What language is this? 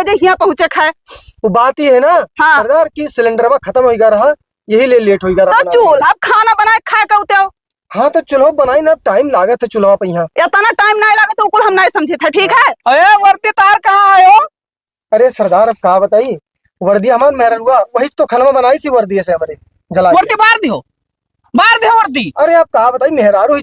Awadhi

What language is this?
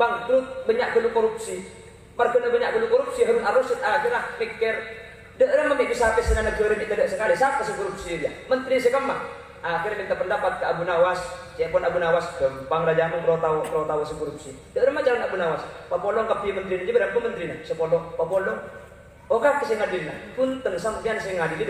Madurese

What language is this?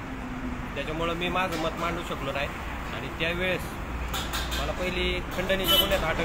Marathi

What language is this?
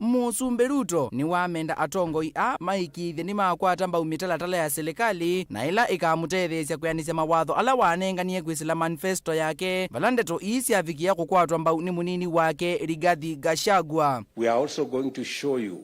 Kamba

